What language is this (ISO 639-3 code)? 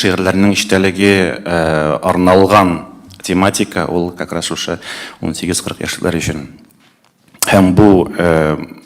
tat